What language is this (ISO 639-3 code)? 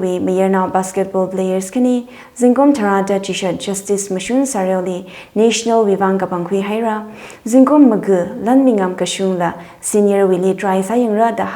nmf